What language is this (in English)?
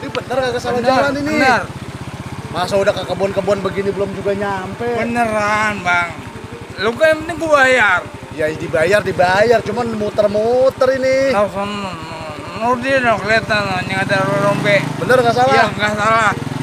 Betawi